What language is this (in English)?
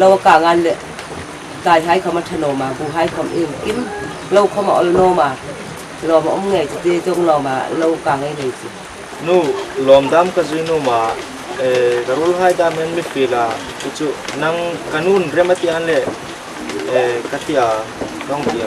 Hmar